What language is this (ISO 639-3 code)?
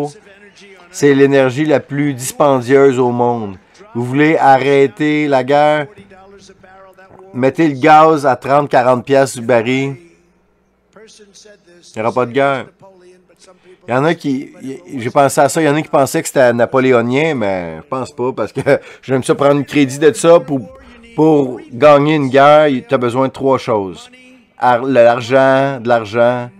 fra